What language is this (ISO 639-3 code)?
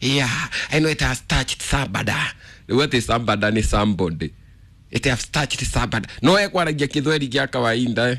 kik